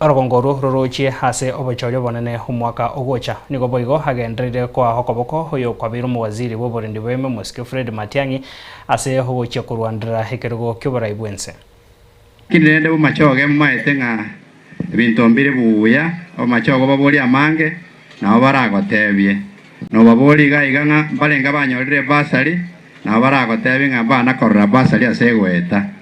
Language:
Gusii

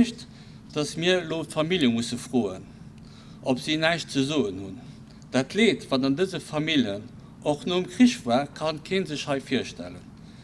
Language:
Luxembourgish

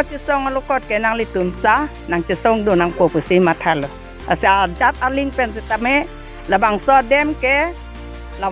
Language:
Karbi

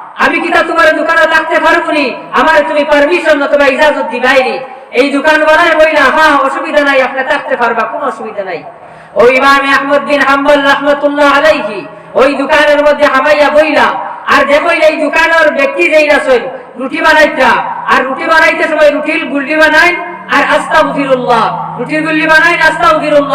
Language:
Sylheti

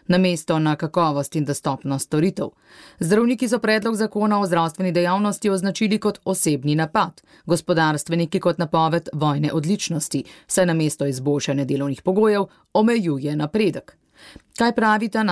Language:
Slovenian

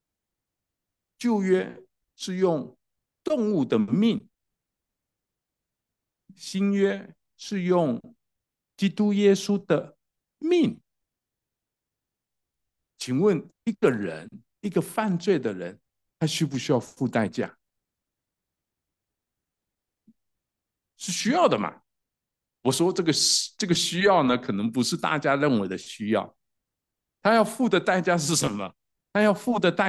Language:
Chinese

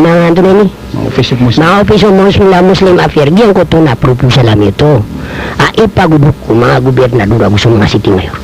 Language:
Maranao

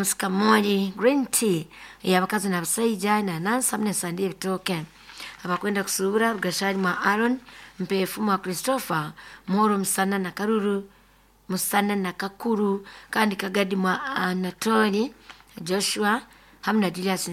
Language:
Nyoro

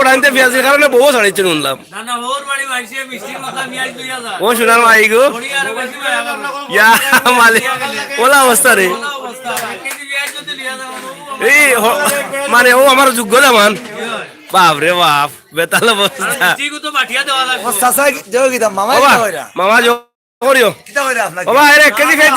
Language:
Sylheti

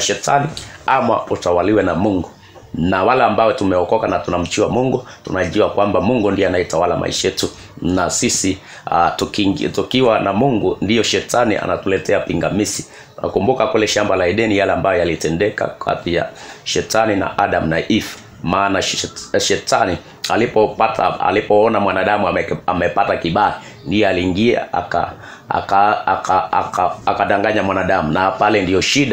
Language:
Swahili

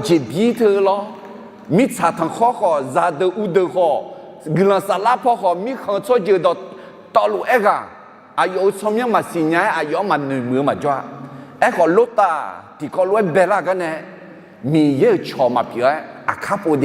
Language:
Akha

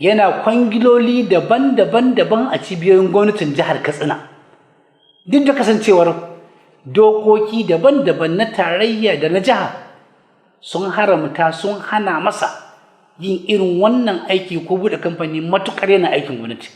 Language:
Hausa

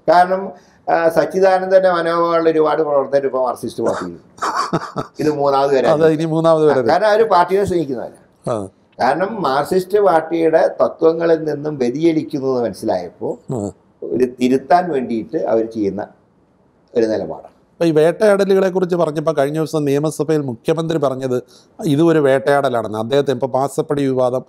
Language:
Malayalam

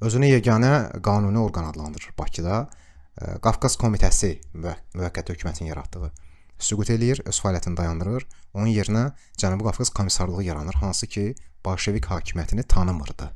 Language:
Azerbaijani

